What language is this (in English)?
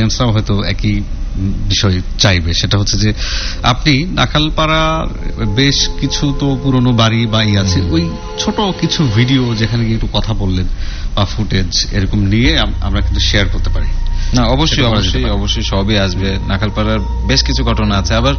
Bangla